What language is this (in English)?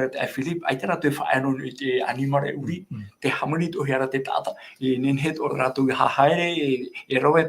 Tahitian